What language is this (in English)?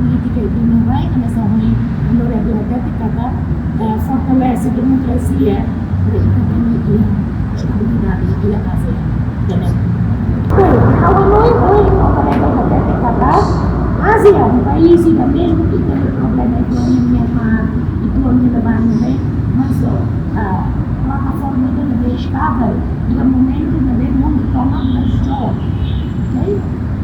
Tetum